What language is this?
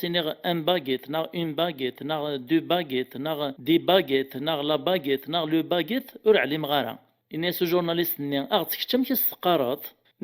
Kabyle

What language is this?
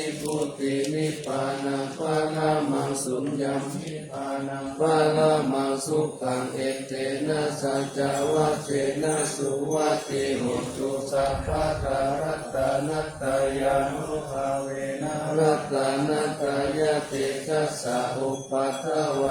Pali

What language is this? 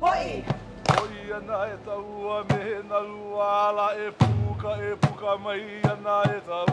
Hawaiian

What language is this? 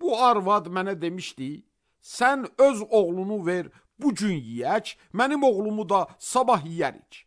Azerbaijani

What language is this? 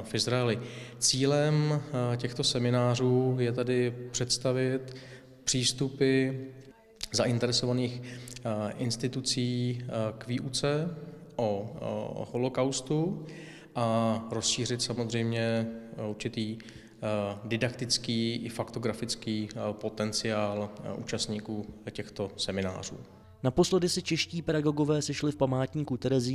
Czech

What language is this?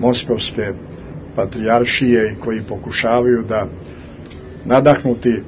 Serbian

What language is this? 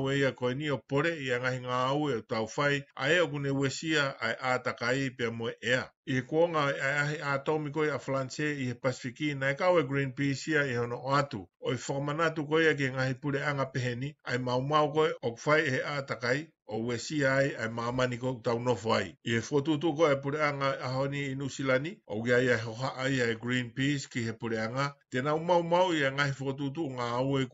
Tongan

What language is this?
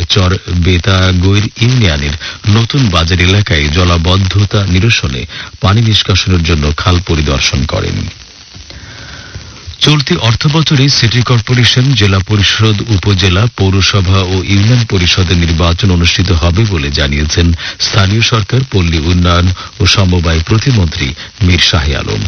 Bangla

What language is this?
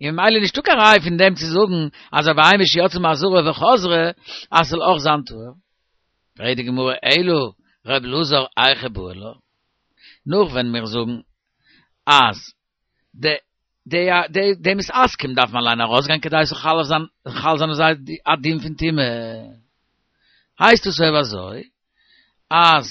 Yiddish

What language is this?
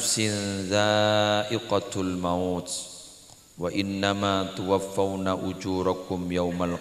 Madurese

